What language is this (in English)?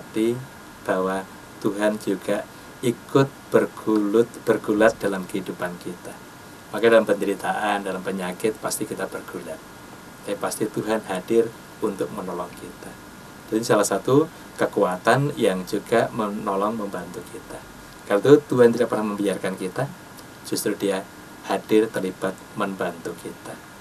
Indonesian